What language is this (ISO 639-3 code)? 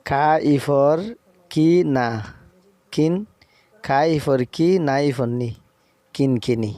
rhg